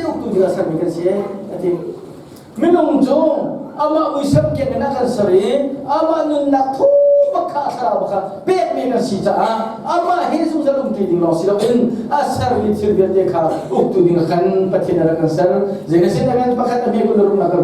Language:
Hakha Chin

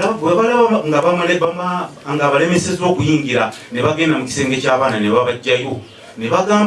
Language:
Ganda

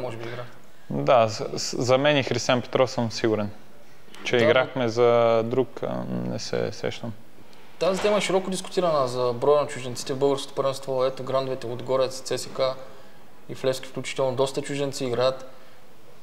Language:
Bulgarian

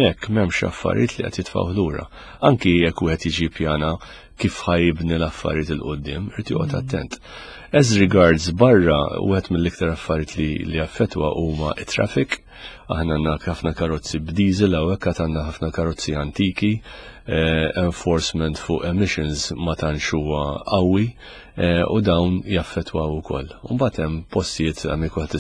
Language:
Maltese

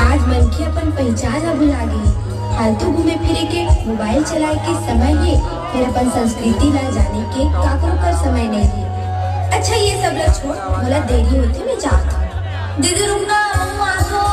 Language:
Chhattisgarhi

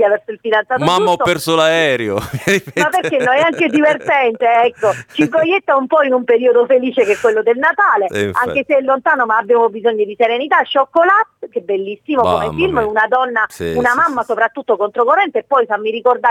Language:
Italian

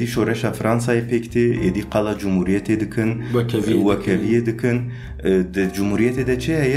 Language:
Kurdish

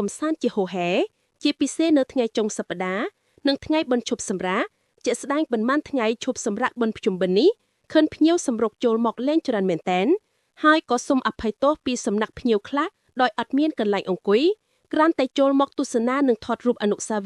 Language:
Khmer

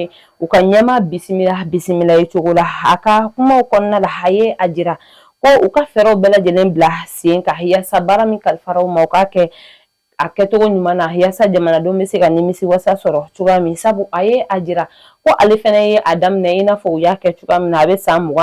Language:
Bambara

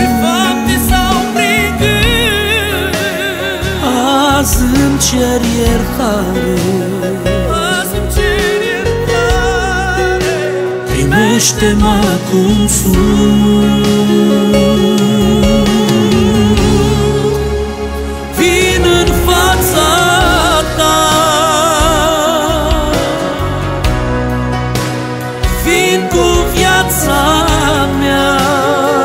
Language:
Romanian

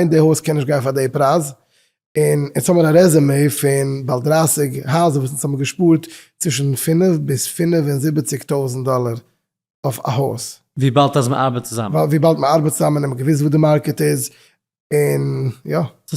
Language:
Yiddish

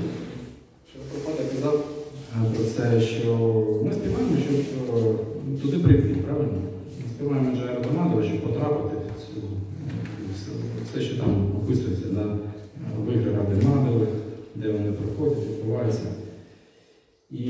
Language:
Ukrainian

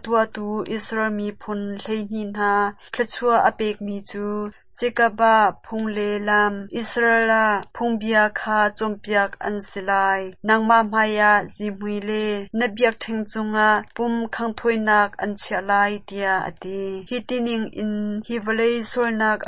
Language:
Hakha Chin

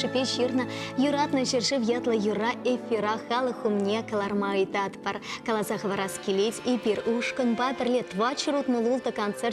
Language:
Chuvash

